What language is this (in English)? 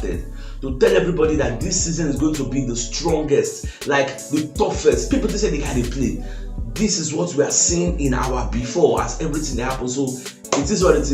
Nigerian Pidgin